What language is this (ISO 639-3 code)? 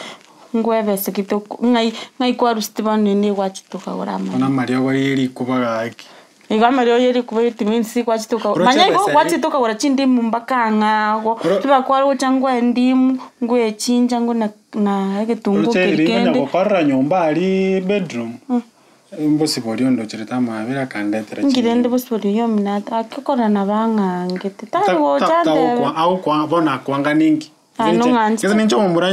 guz